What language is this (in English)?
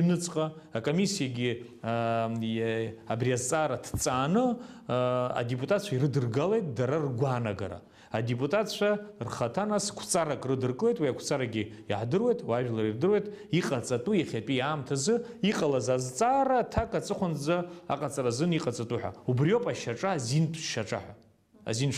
Abkhazian